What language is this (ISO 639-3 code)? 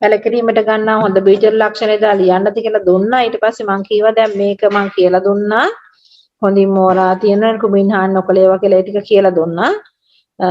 sin